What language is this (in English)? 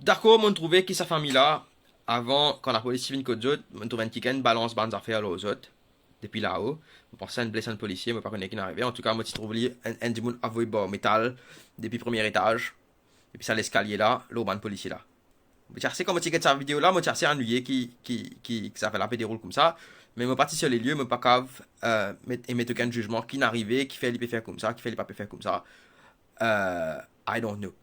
Morisyen